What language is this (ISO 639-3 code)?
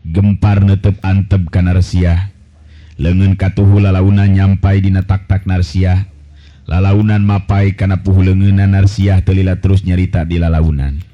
sun